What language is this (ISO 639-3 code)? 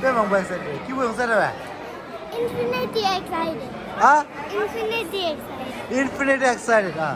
bod